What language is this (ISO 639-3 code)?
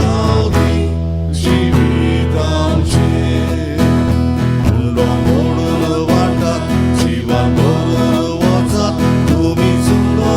kok